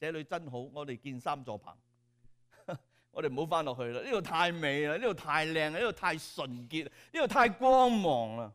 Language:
Cantonese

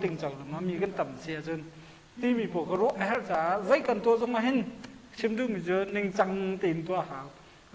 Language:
Hakha Chin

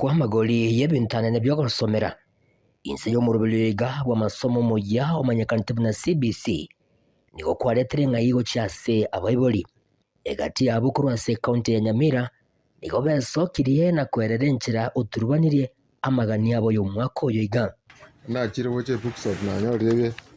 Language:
Gusii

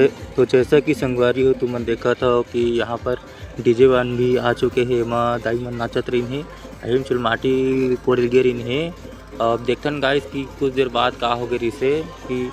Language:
Chhattisgarhi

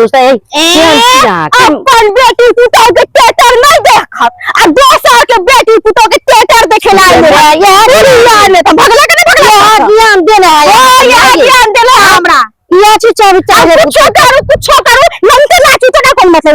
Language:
Maithili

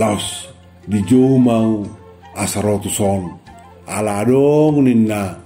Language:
Batak Toba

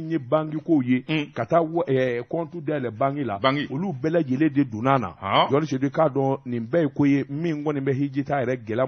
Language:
Bambara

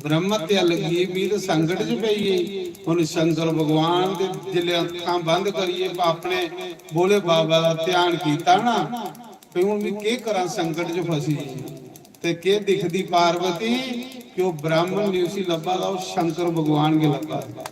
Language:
Dogri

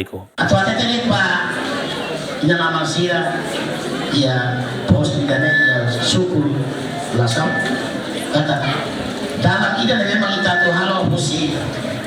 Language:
Tetum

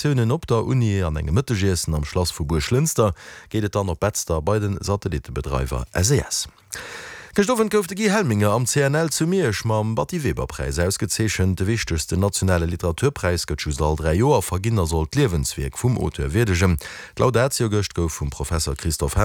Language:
Luxembourgish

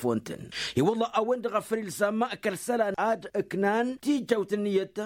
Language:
Tamasheq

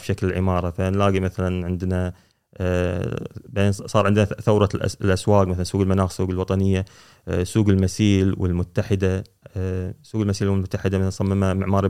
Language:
Gulf Arabic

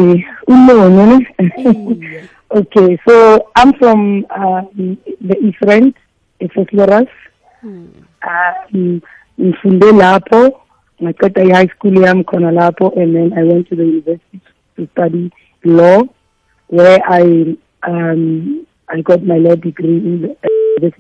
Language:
South Ndebele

